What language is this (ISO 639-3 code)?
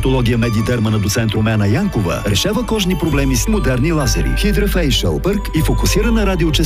bul